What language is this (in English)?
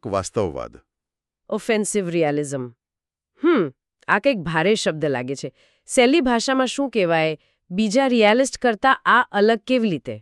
Gujarati